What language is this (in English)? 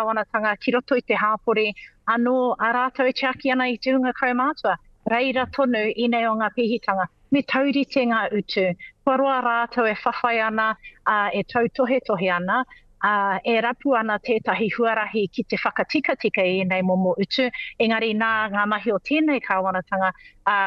Māori